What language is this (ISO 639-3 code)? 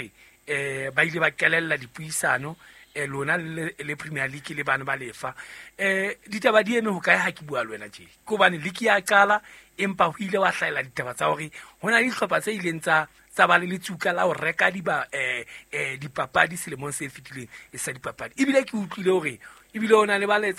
sot